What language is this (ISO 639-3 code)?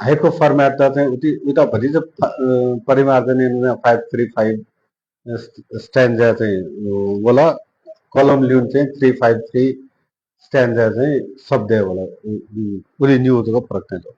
new